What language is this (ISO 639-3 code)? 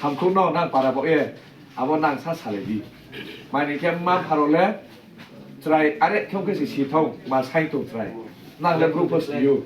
trp